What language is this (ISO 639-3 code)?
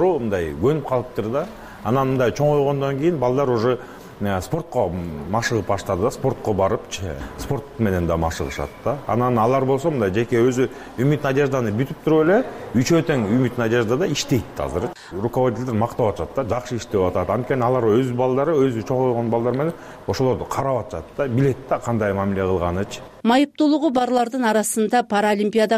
kir